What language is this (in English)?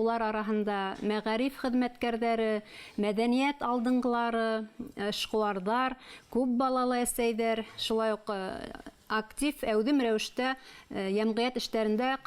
Bashkir